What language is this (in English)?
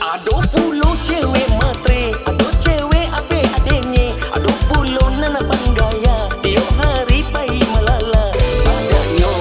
Minangkabau